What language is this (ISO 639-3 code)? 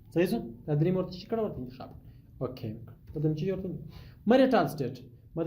pus